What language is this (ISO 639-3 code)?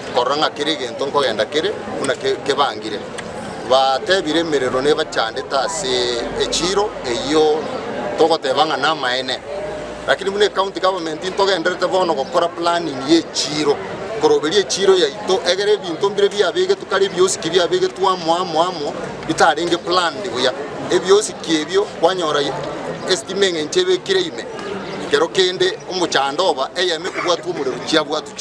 guz